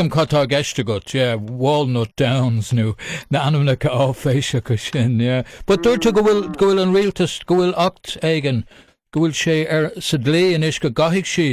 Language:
Irish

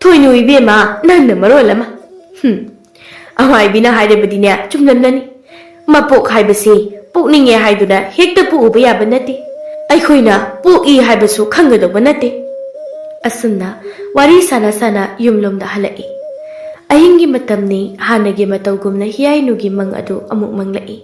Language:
Manipuri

